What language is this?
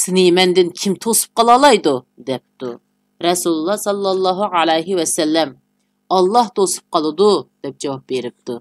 Uyghur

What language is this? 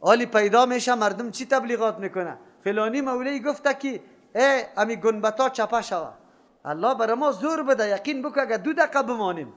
Persian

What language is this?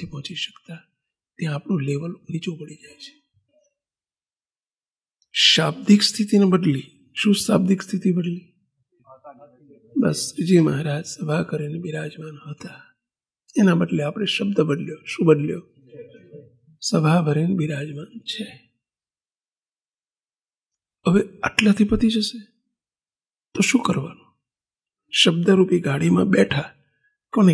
Gujarati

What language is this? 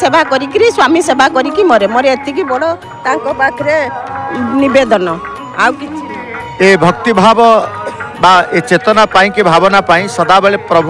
Odia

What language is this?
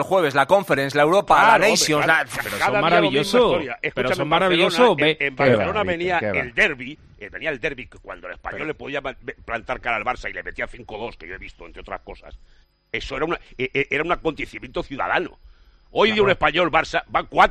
Spanish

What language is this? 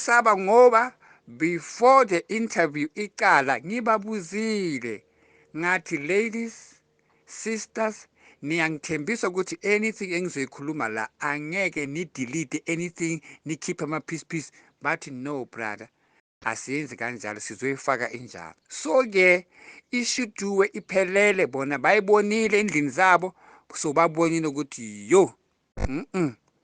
Zulu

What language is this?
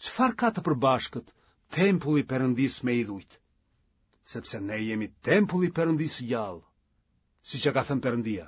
Albanian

